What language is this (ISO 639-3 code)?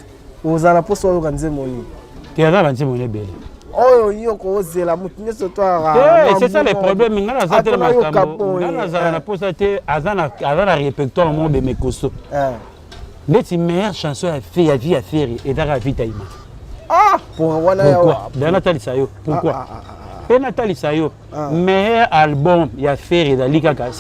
lin